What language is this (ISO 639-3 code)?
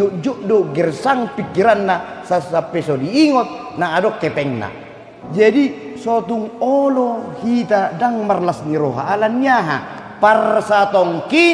bbc